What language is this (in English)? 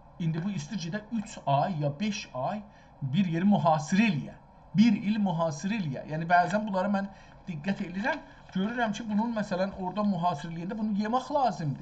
South Azerbaijani